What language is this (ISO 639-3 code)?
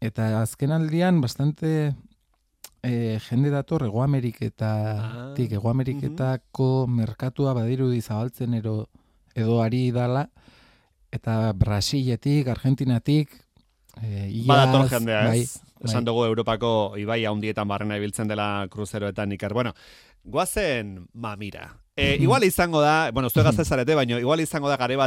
eus